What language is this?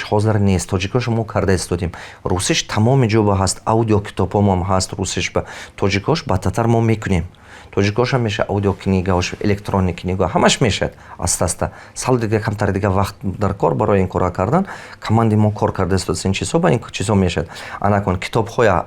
Tajik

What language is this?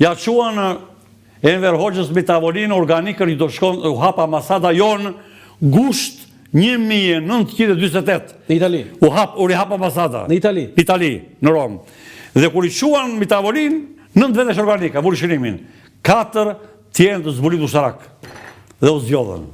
Albanian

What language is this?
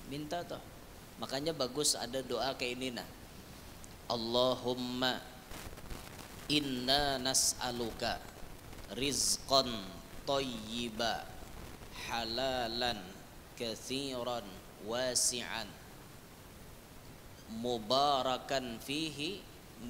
Banjar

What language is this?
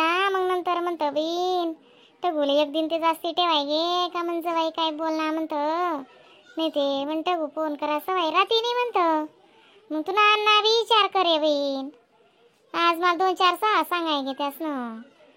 Khandesi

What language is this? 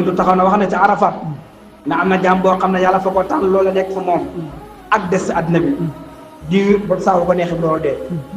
Wolof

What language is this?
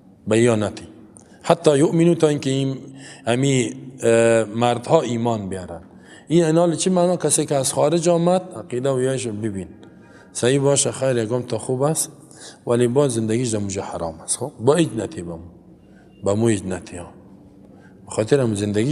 Persian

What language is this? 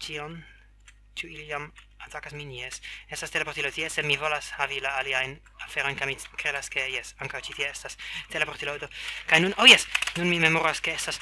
Esperanto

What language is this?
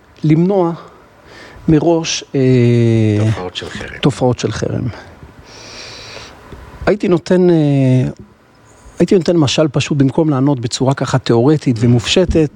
Hebrew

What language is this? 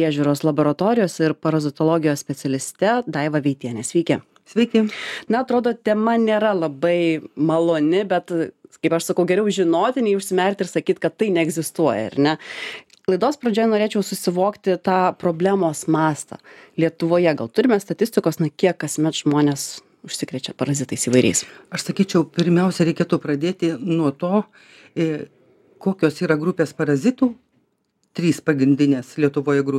Lithuanian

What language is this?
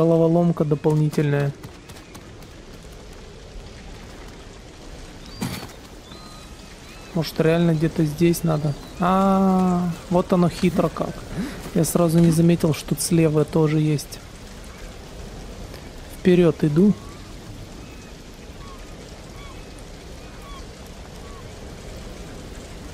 Russian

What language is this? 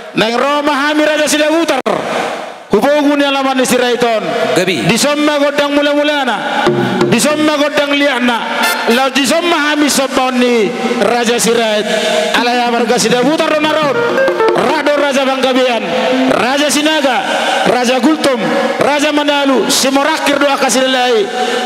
Batak Toba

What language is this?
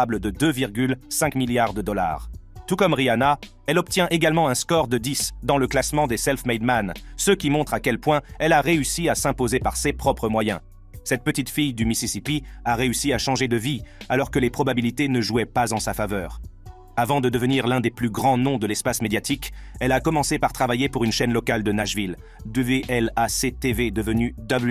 French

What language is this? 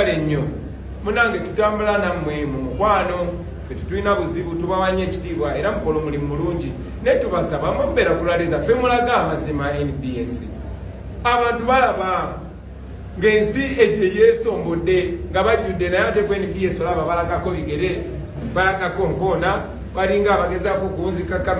Ganda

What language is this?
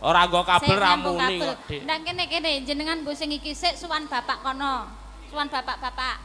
Javanese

